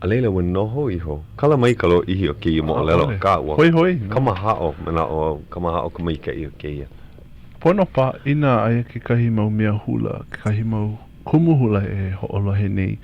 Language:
Hawaiian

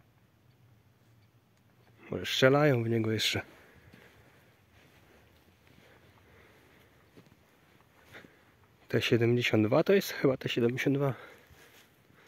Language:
Polish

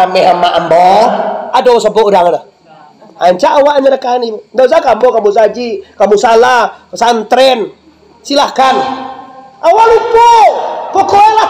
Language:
Minangkabau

